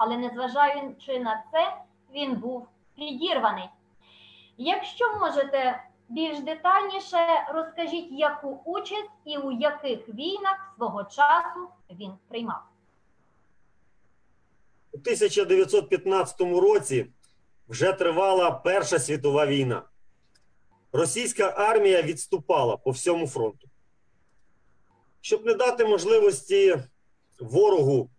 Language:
Ukrainian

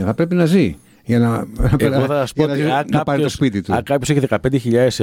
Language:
Greek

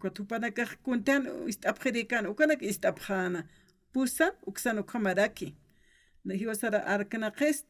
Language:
Aymara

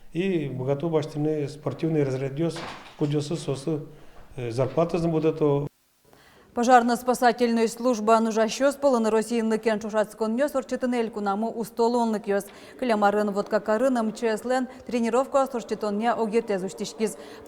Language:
Udmurt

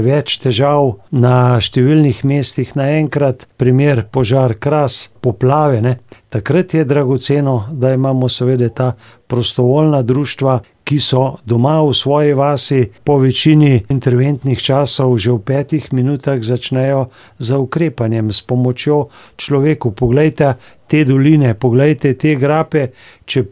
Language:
Slovenian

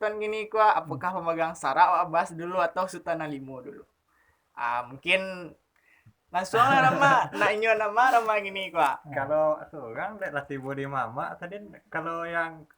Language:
Minangkabau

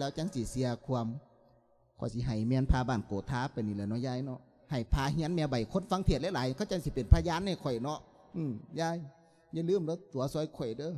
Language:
Lao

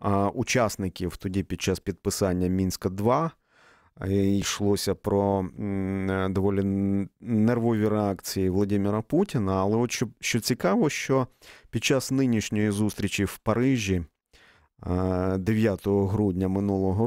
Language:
Ukrainian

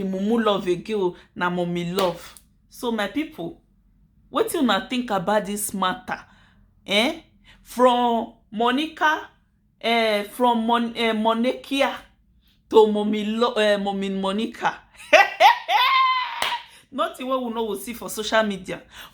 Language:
Nigerian Pidgin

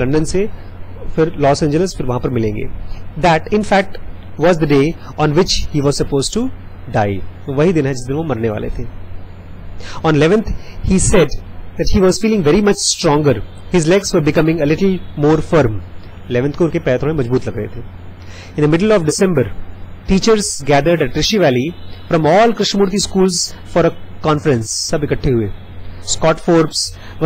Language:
Hindi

